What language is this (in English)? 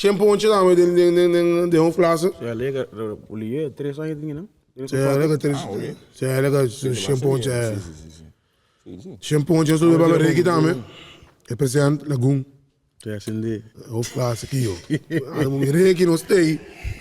Papiamento